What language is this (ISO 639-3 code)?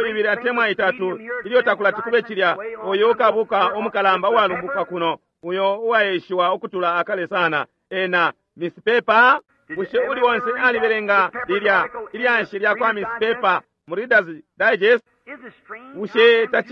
bem